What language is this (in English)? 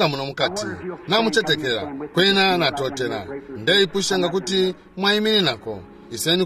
Bemba